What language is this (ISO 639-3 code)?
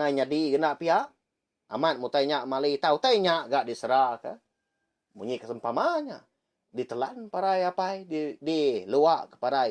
iba